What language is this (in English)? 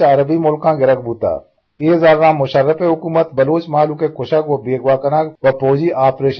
Eastern Balochi